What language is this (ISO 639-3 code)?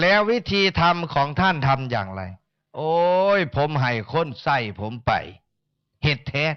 tts